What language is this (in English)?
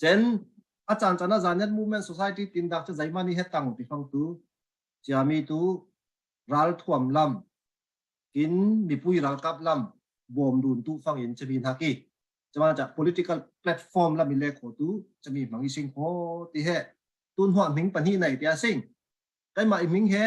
Falam Chin